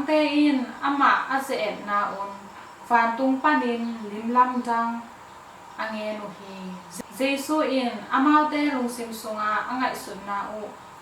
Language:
Tedim Chin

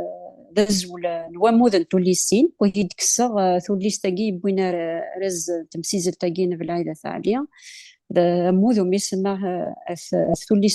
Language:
Kabyle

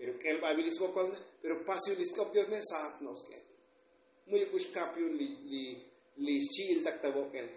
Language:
Tzotzil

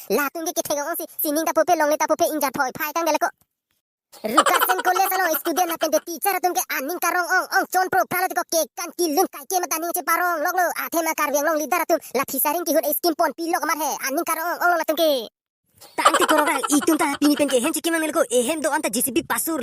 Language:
Karbi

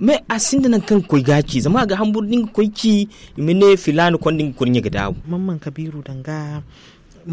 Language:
Zarma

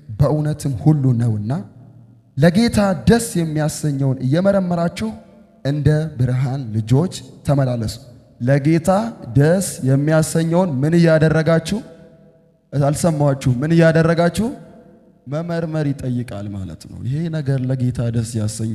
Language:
Amharic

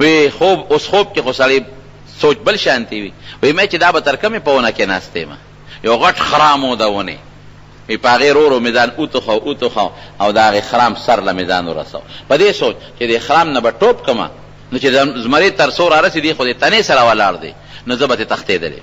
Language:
Pashto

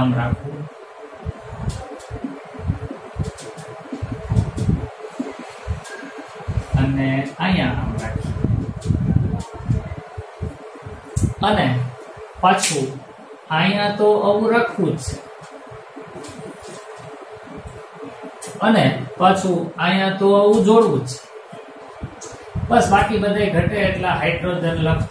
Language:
Gujarati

